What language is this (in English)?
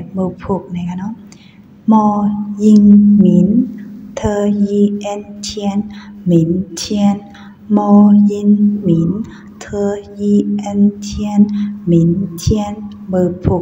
Shan